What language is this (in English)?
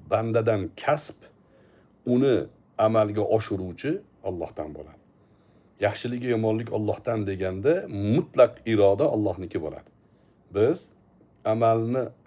Uzbek